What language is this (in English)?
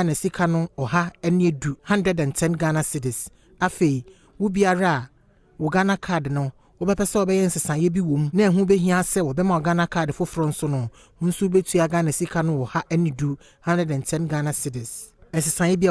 Akan